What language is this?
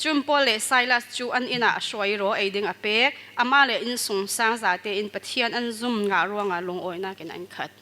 Falam Chin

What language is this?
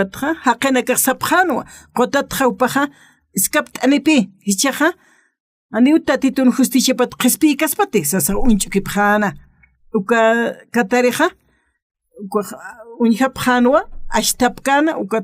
Aymara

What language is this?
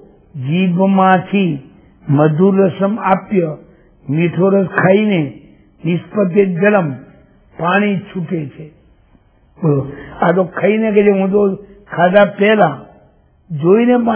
Gujarati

